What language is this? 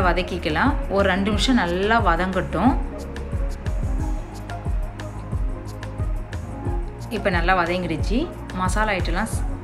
Tamil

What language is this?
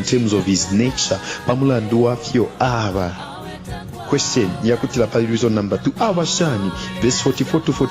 Bemba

